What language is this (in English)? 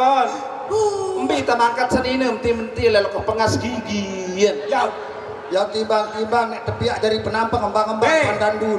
Sasak